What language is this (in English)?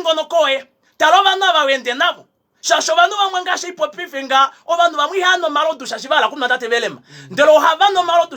Kuanyama